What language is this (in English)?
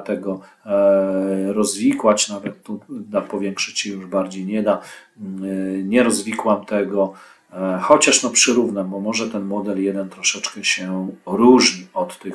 Polish